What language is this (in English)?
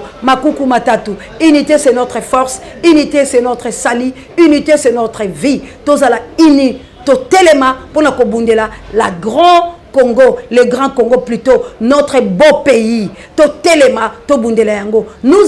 Lingala